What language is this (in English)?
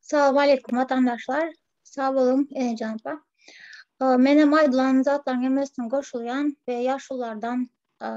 Turkmen